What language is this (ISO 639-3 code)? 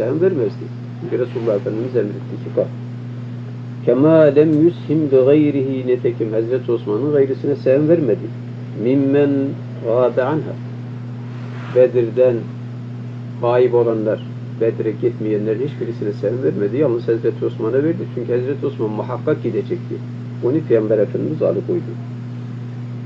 tur